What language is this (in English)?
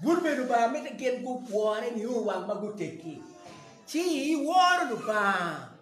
Acoli